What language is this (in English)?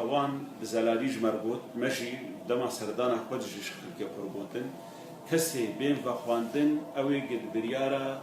Kurdish